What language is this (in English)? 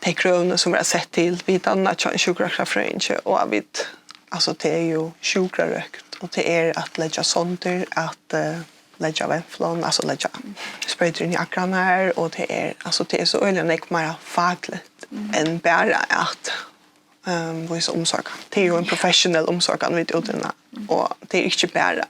Faroese